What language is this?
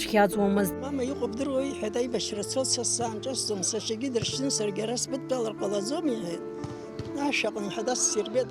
Abkhazian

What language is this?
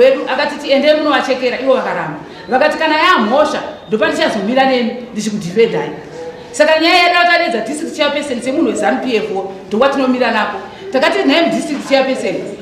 Shona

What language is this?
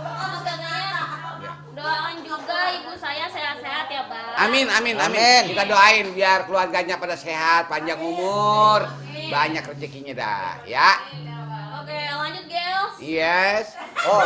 Betawi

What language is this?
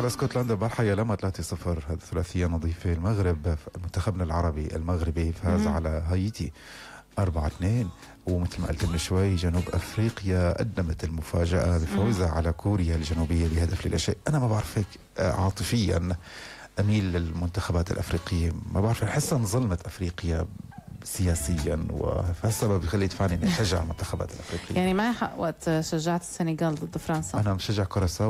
North Levantine Arabic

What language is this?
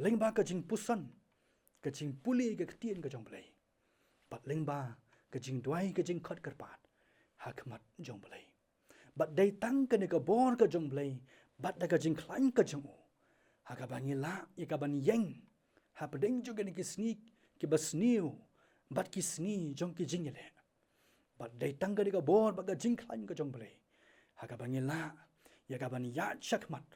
Khasi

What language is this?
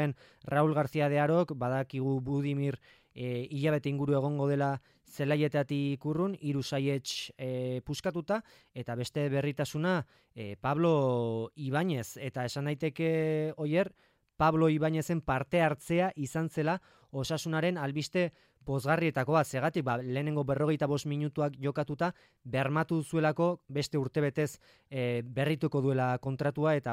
Basque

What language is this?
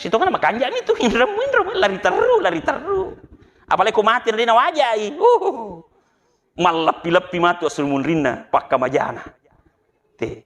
Buginese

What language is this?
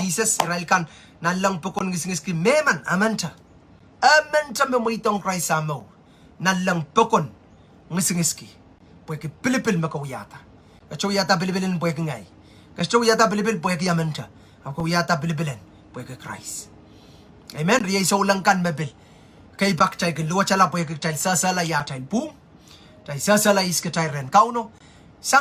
Pohnpeian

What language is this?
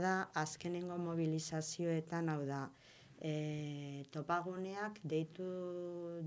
Basque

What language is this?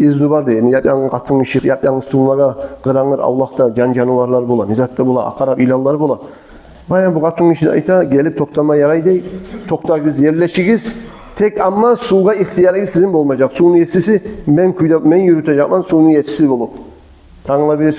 Kumyk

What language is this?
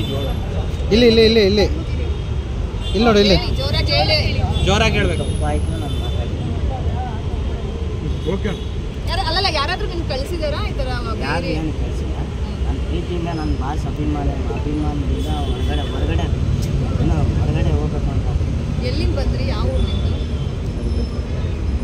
Kannada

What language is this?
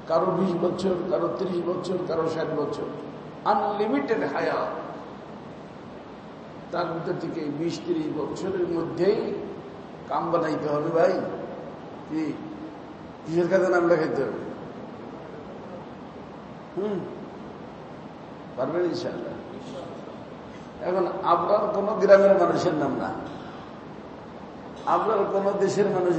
Bangla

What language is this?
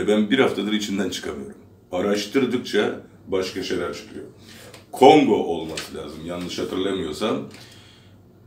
Turkish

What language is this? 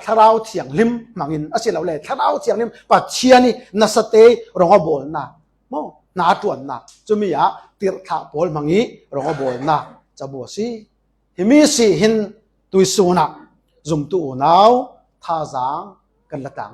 Falam Chin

